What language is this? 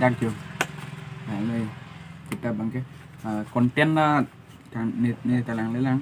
Karbi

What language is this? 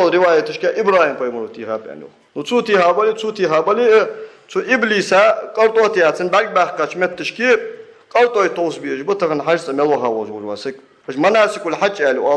Ingush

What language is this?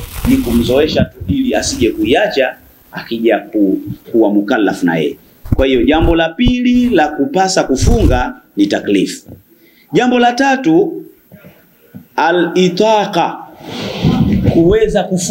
Swahili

